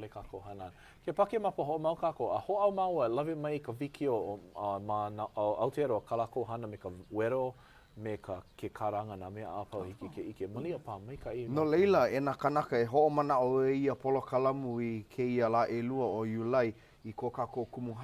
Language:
Hawaiian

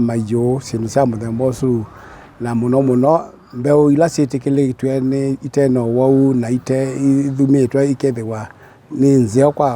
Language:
Kamba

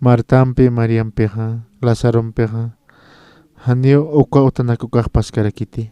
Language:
Aymara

